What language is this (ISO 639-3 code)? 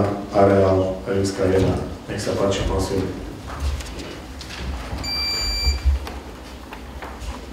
slk